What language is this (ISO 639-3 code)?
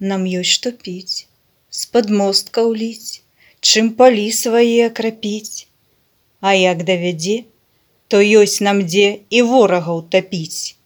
bel